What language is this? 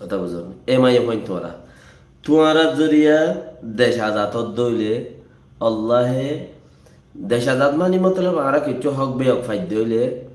Rohingya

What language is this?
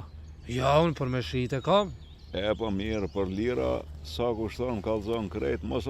Albanian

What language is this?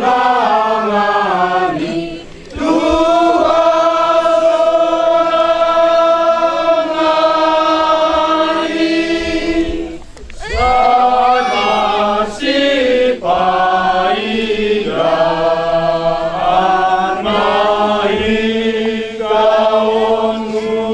Batak Toba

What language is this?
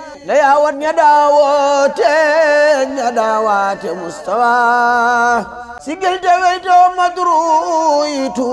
Wolof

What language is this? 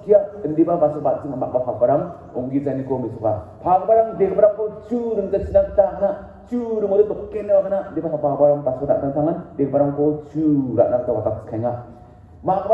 Garo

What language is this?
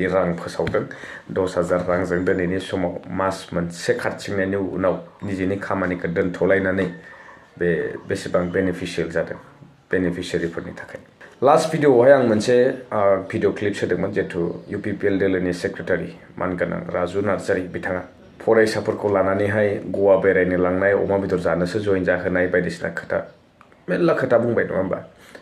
Bodo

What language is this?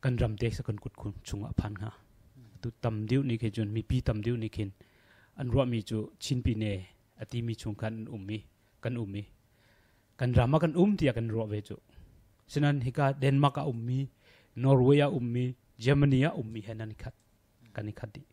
Hakha Chin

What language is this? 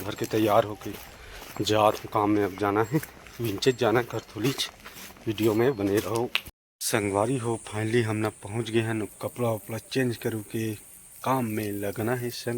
Chhattisgarhi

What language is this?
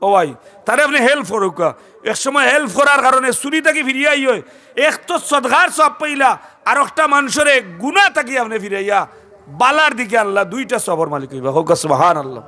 Sylheti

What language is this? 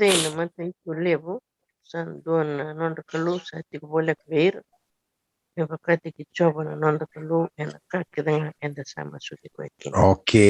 Fijian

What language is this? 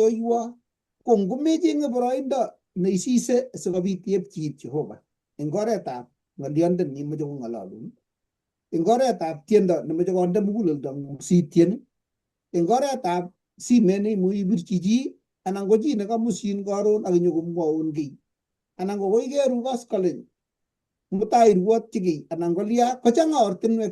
Kalenjin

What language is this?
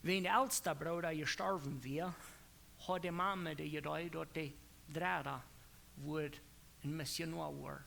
Plautdietsch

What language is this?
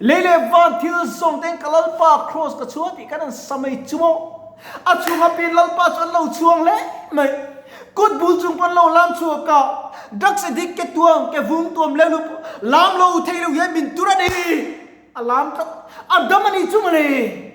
Mizo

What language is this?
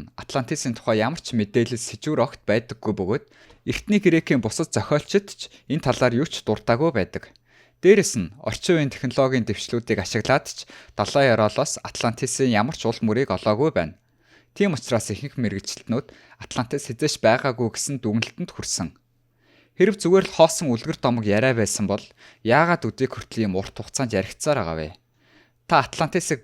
Mongolian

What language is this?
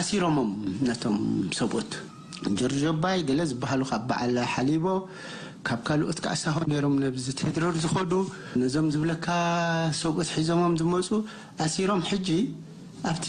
Tigrinya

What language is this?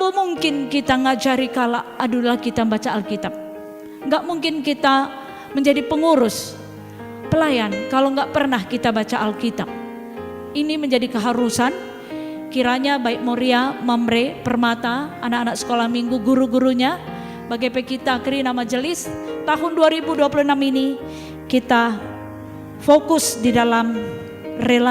Batak Karo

